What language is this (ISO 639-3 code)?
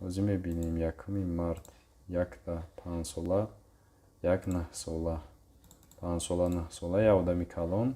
tgk